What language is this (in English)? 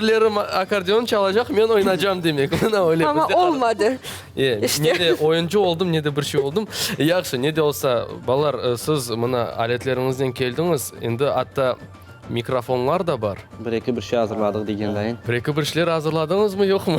Crimean Tatar